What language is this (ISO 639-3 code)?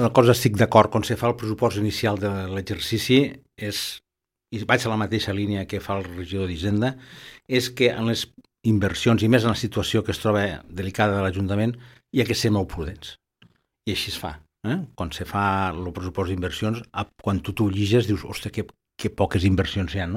cat